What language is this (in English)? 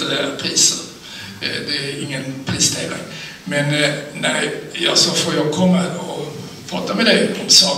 Swedish